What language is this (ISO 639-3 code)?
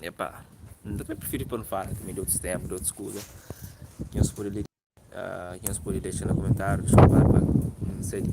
kea